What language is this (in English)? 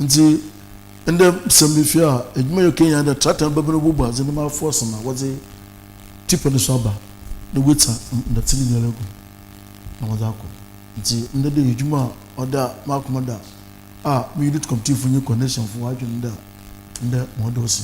Akan